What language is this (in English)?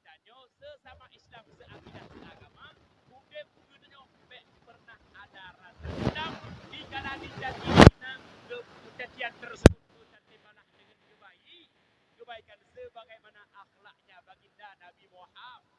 Achinese